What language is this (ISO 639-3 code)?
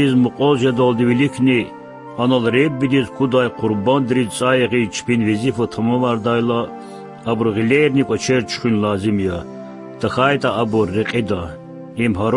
lez